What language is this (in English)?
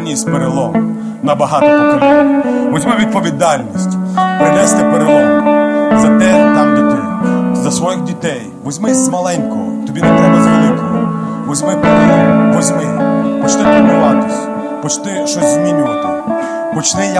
Ukrainian